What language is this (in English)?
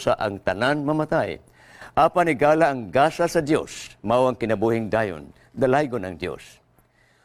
Cebuano